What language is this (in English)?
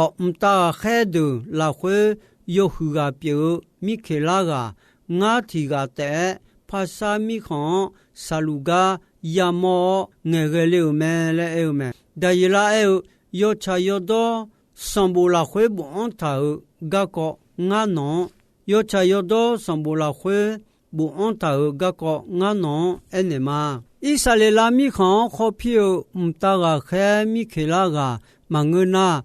Akha